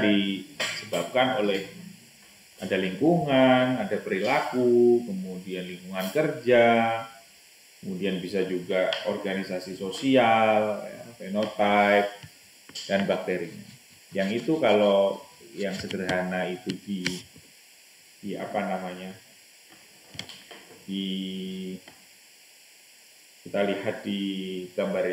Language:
Indonesian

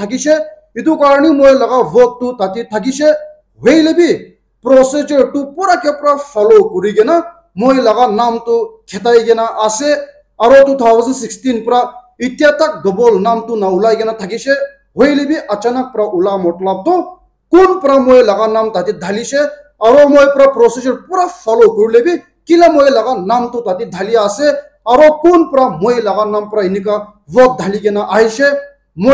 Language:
Naga Pidgin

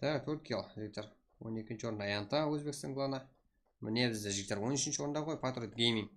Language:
Kara-Kalpak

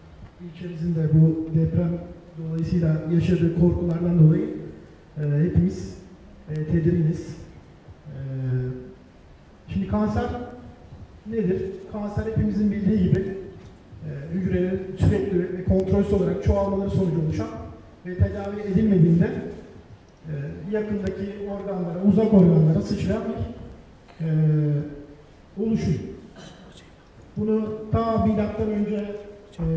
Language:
Turkish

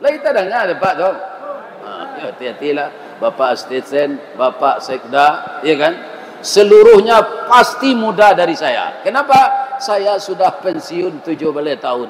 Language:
Minangkabau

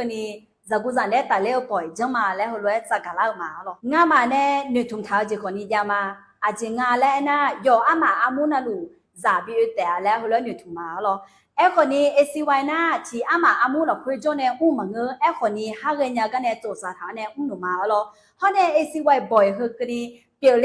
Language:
Akha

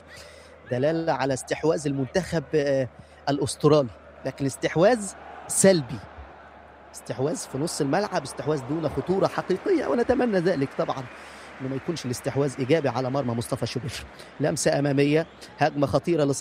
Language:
North Levantine Arabic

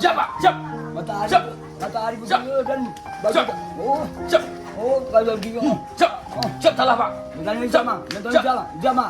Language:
Minangkabau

